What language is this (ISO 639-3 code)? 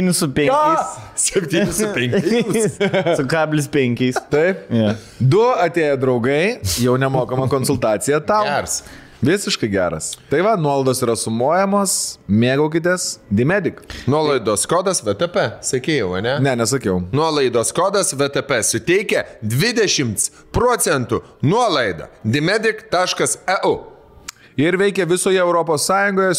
lit